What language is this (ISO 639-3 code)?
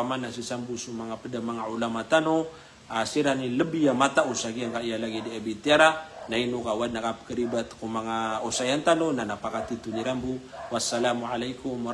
mrw